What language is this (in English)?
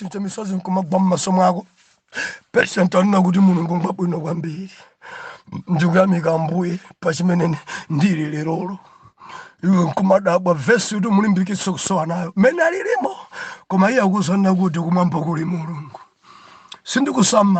Nyanja